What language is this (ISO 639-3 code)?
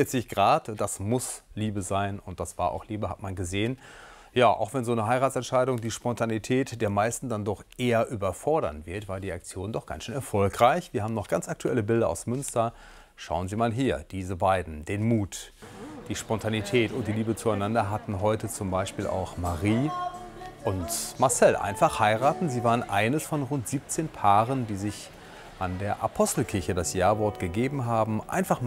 deu